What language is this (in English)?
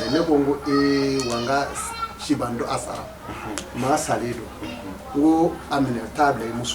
Bambara